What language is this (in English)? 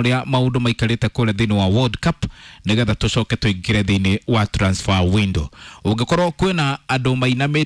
Kikuyu